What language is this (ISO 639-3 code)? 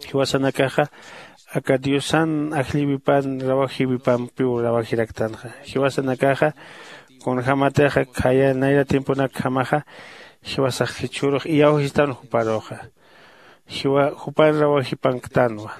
aym